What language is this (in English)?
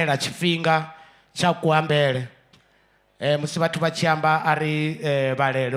Venda